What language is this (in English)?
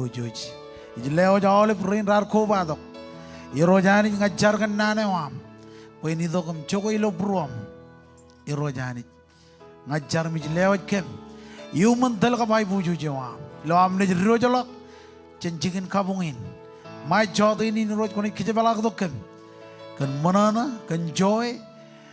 Marshallese